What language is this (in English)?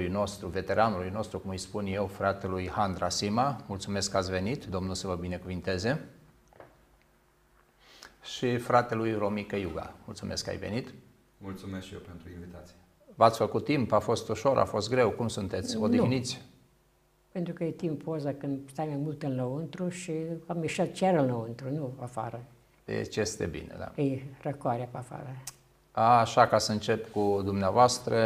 Romanian